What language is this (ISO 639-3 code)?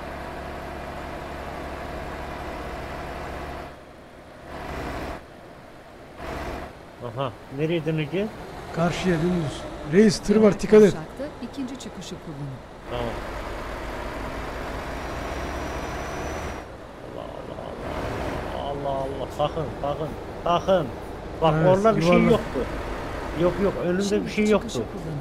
tur